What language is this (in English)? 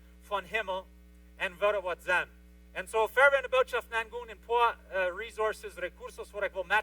Plautdietsch